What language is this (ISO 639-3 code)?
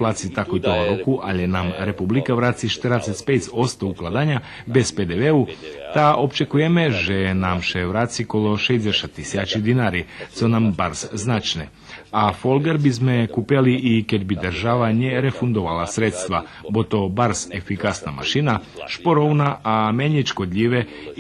rue